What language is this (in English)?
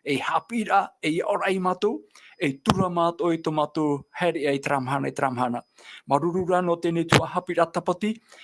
Tahitian